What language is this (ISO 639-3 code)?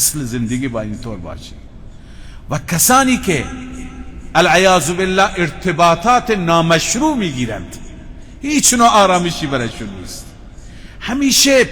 fas